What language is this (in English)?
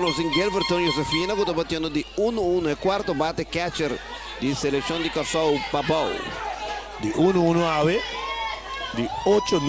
Papiamento